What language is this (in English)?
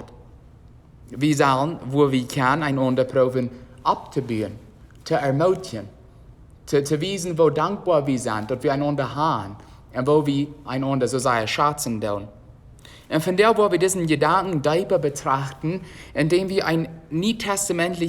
Plautdietsch